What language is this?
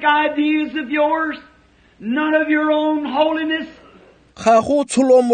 Tswana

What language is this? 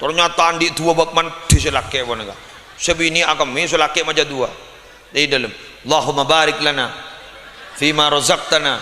Madurese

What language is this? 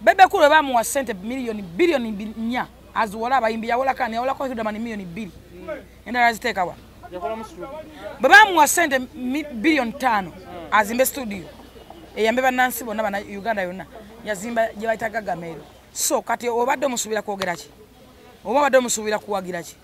Ganda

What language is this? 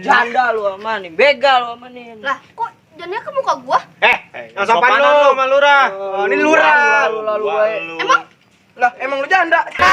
Betawi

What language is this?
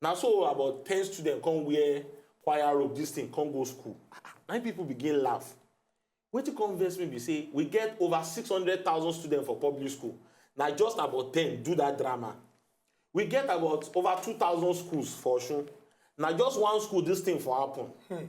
Nigerian Pidgin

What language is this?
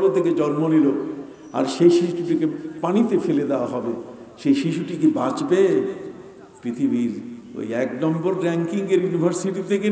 Bangla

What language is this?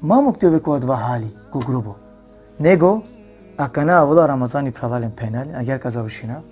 Balkan Romani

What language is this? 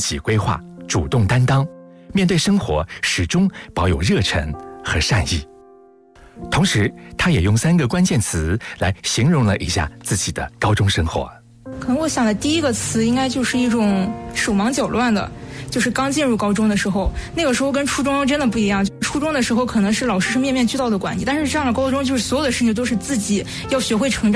Chinese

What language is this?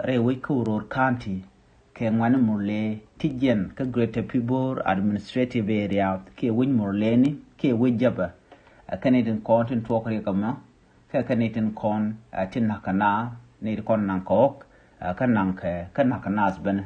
Nuer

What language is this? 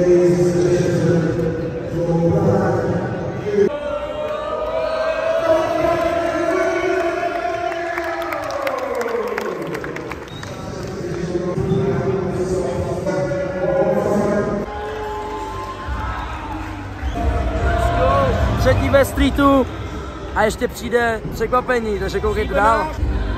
Czech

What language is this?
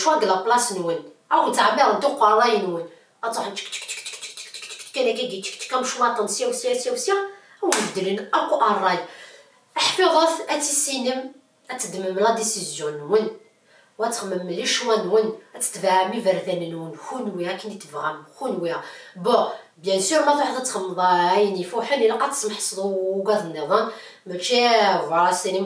Kabyle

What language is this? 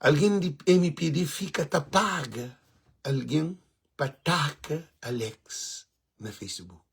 Kabuverdianu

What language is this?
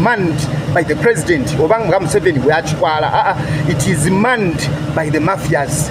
Ganda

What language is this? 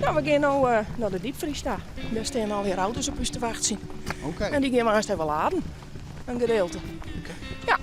Western Frisian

